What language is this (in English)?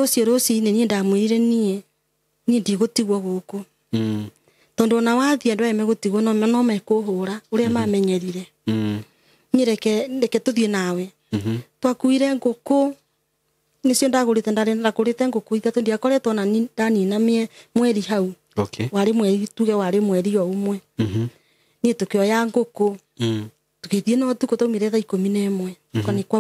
Kikuyu